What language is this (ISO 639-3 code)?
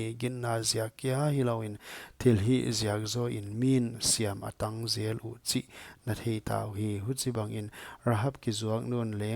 pck